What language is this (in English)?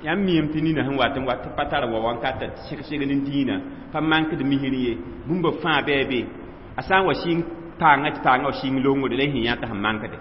Mossi